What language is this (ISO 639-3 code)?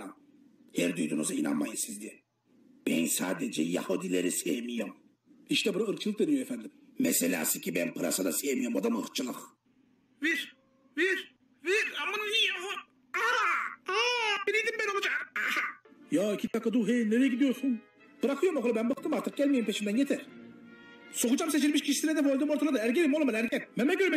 tur